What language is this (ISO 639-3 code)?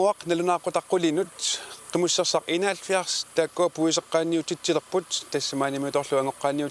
kal